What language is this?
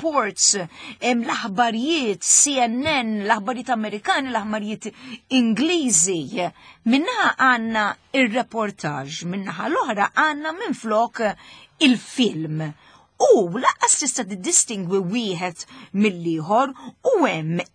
Maltese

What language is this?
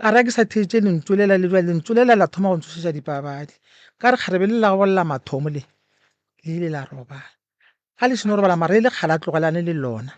Northern Sotho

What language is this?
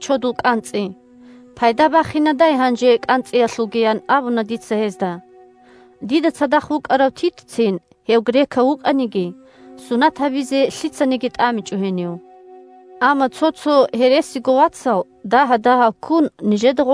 Avaric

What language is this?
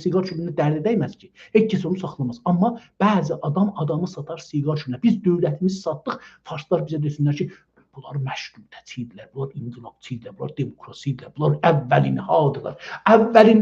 South Azerbaijani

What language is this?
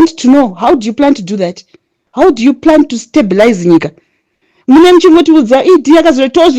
Shona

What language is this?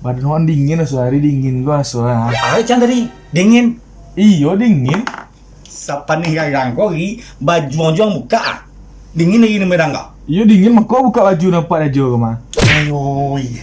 Minangkabau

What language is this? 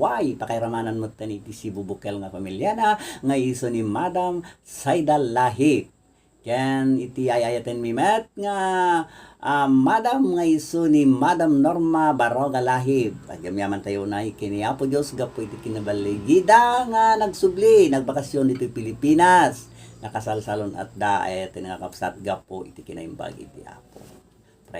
Iloko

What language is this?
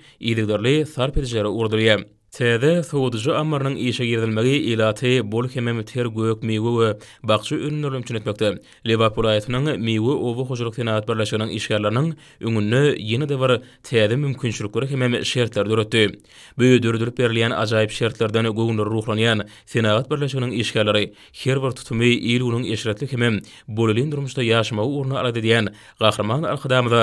Turkmen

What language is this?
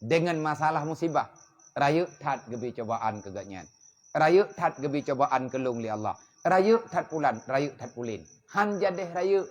Achinese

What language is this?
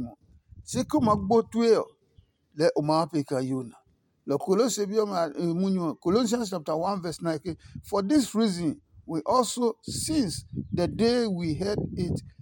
Adangme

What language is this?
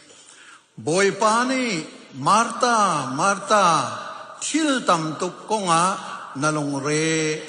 Hakha Chin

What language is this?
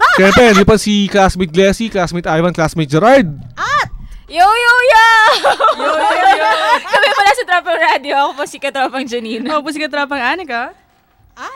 Filipino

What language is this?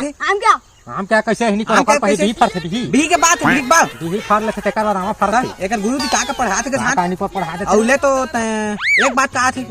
Chhattisgarhi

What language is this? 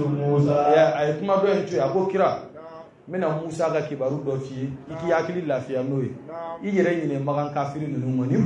Bambara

